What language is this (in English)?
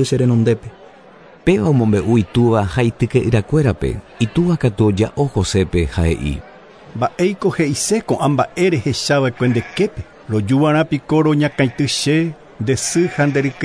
Guarani